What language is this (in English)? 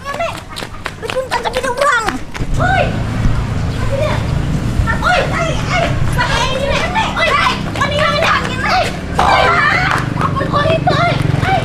Banjar